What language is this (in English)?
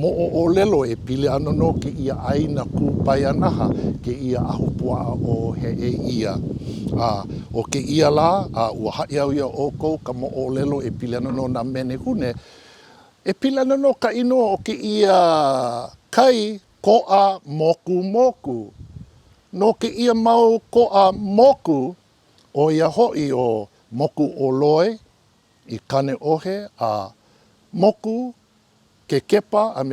Hawaiian